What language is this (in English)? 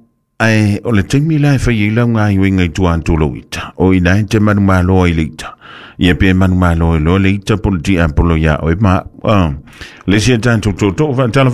Samoan